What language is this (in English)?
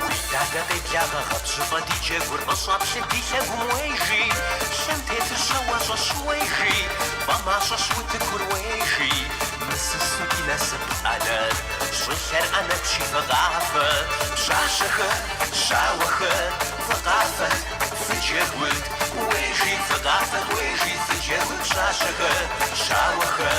Kabardian